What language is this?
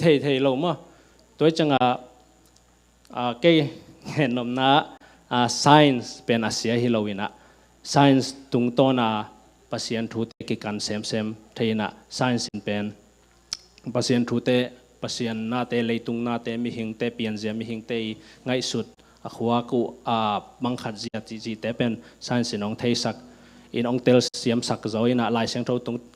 Tedim Chin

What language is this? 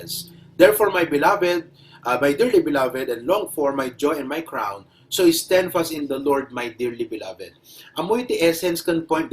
Iloko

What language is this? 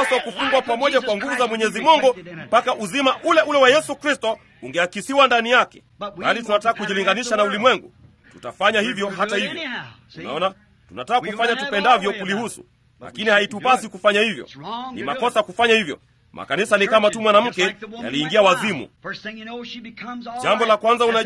Swahili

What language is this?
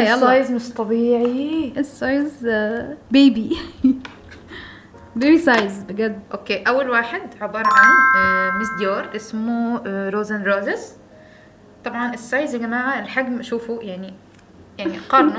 Egyptian Arabic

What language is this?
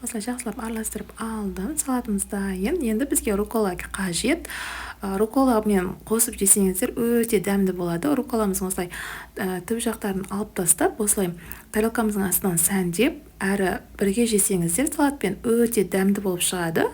Kazakh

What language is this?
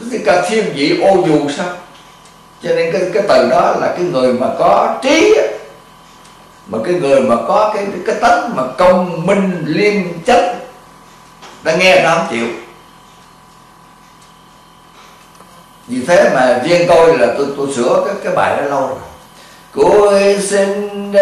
Vietnamese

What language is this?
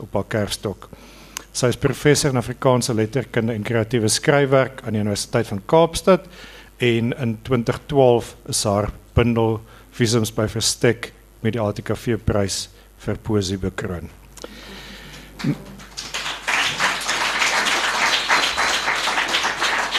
Afrikaans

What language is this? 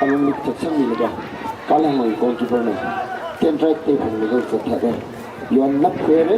Tangkhul Naga (India)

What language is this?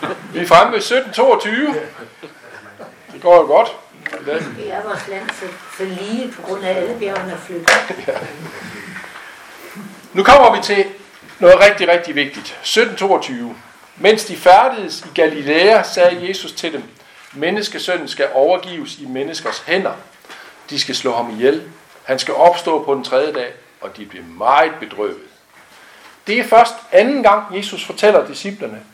Danish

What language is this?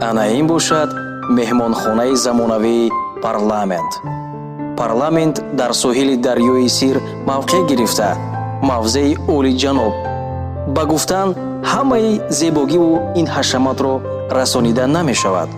Tajik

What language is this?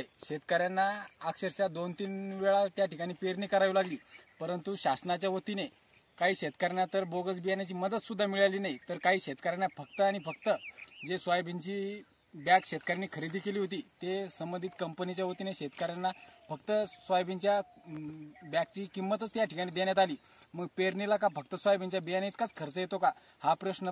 Marathi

